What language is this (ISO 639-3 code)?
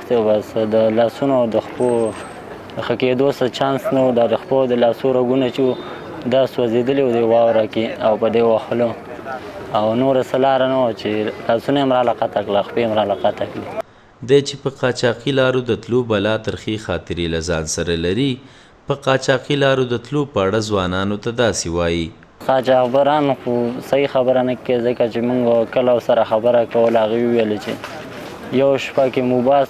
pus